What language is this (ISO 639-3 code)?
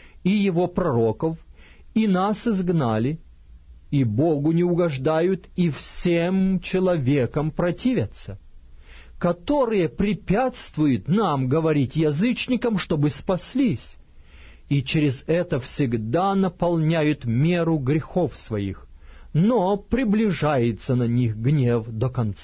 rus